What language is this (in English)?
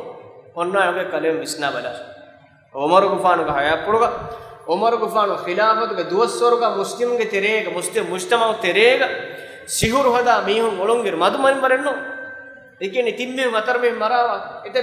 Divehi